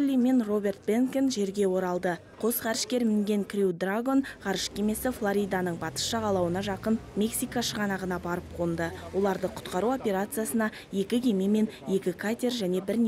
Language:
Kazakh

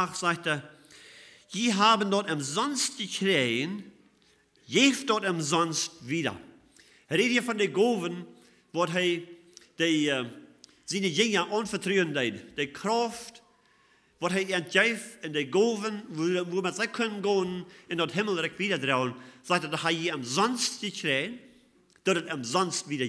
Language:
Plautdietsch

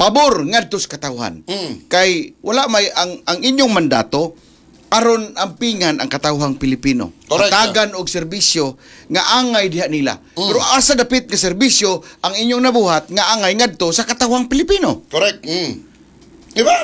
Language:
Cebuano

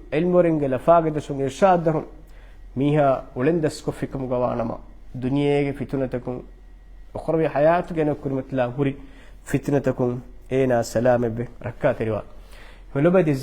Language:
Divehi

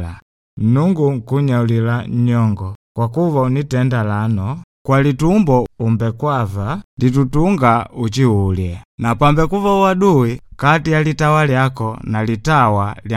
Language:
Makonde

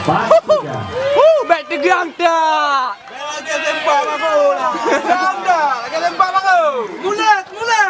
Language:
Achinese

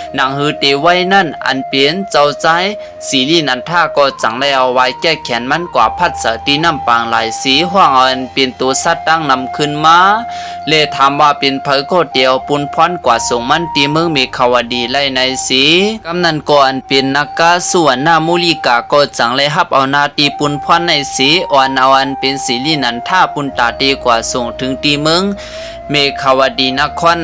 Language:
Shan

